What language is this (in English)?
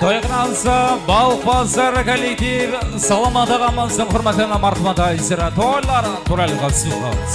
Kara-Kalpak